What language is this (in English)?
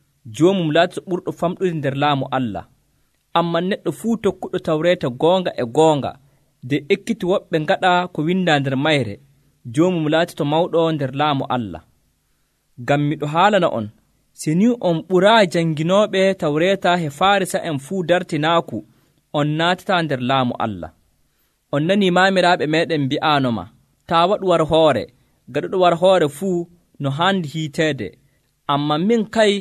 Nigerian Fulfulde